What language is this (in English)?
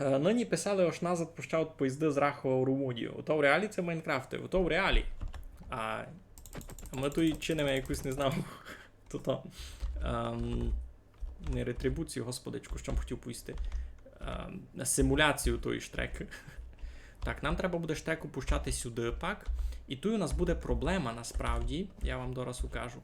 Rusyn